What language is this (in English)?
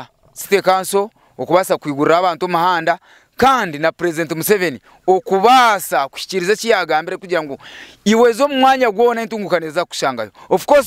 Nyankole